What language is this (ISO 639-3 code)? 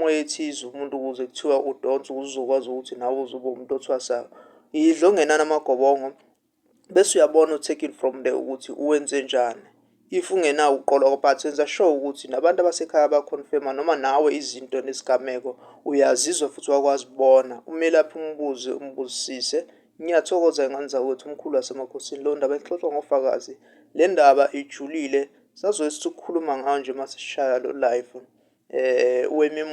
zul